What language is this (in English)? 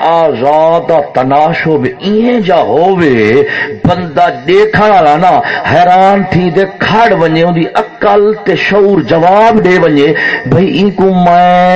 Saraiki